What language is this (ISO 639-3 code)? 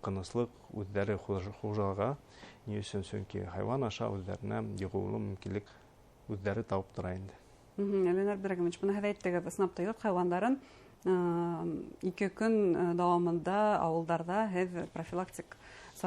bak